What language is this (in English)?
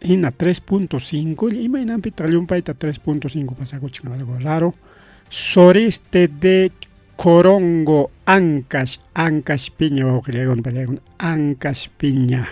Ayacucho Quechua